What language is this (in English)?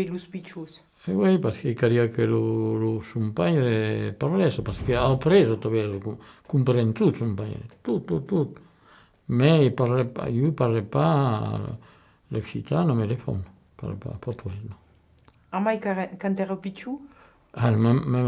Occitan